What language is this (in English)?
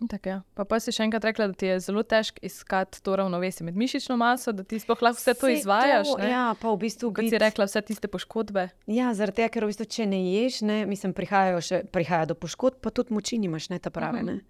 Slovenian